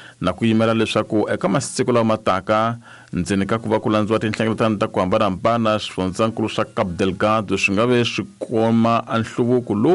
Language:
Tsonga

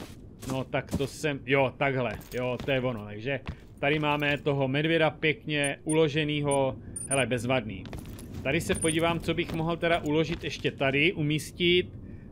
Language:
Czech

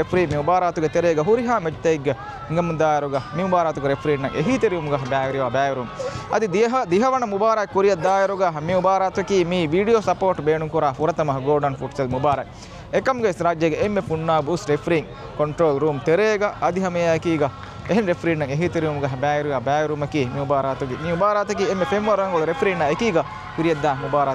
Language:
Divehi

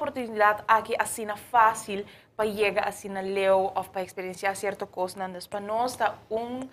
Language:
Papiamento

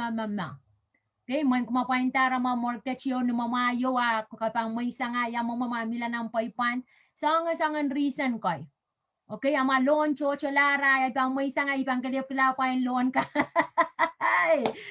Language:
Pohnpeian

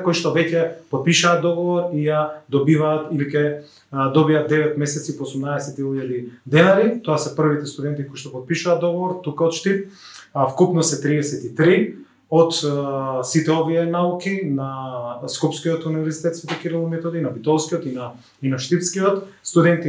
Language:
Macedonian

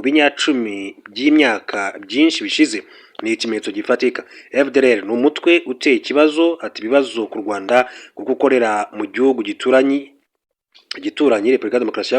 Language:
Kinyarwanda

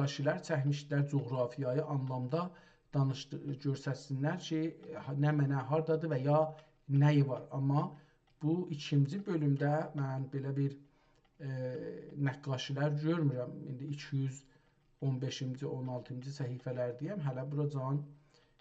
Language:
South Azerbaijani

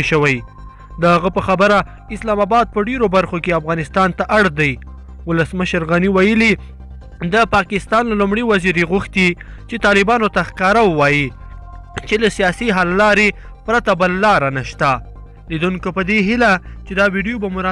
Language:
Pashto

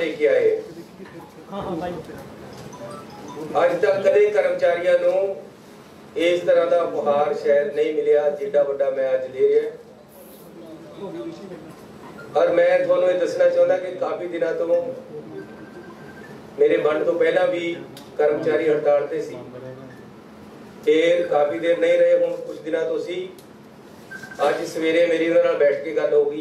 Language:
Punjabi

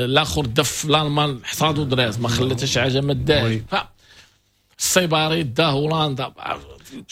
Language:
Moroccan Arabic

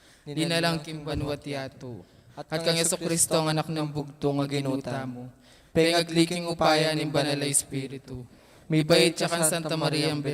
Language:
Pampanga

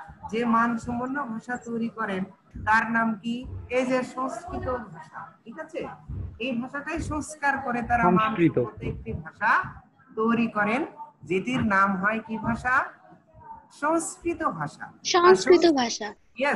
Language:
Bangla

